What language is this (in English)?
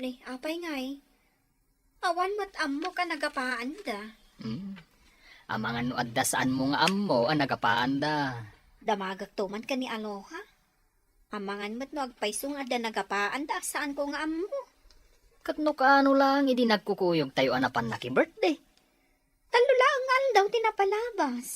Iloko